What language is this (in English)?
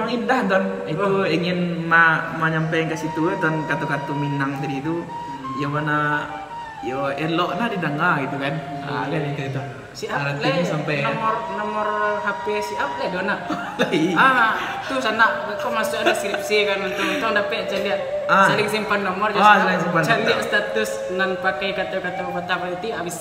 Minangkabau